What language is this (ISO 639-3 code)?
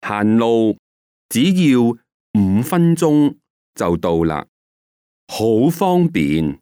yue